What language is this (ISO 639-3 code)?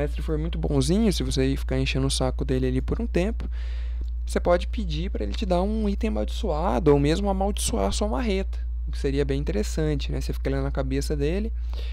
por